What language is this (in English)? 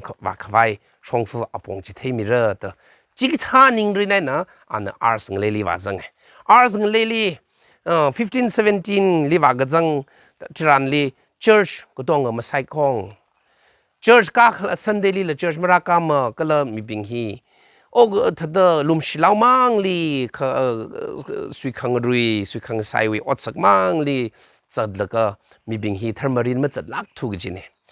Tangkhul Naga (India)